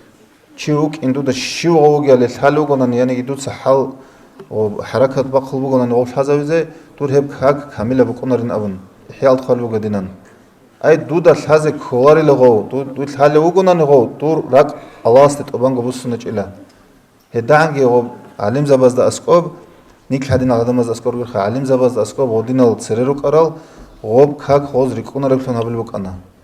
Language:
Avaric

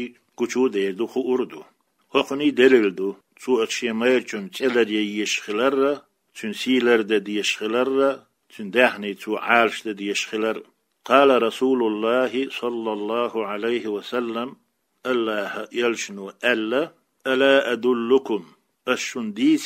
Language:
Chechen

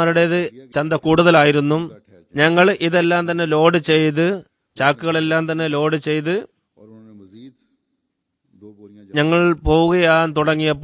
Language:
Malayalam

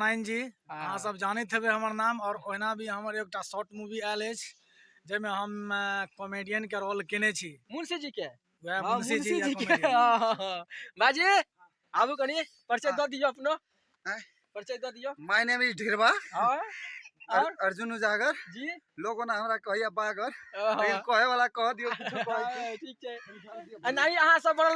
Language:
Maithili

